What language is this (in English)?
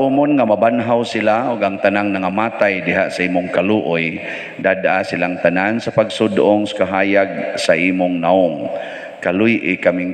Cebuano